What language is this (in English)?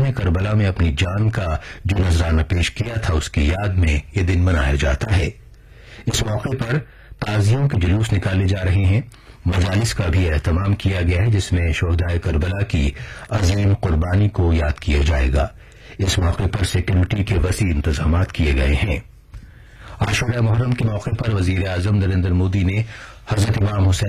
Urdu